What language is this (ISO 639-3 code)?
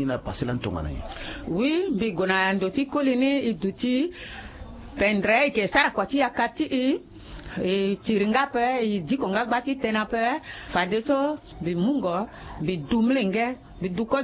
sag